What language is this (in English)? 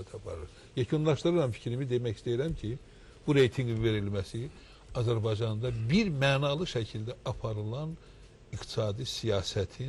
Azerbaijani